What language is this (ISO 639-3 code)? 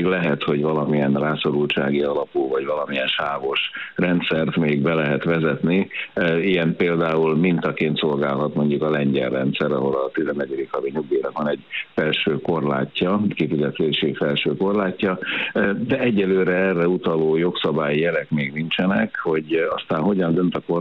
hun